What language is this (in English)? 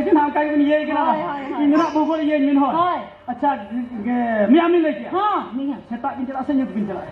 Santali